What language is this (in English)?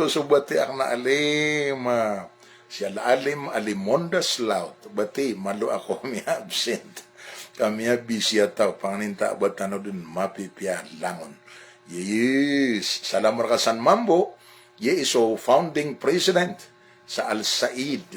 Maranao